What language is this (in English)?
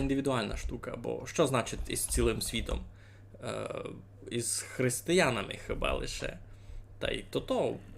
Rusyn